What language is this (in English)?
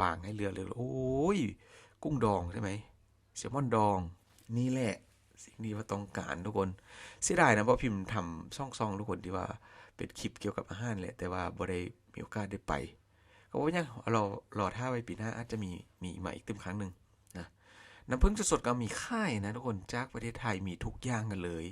Lao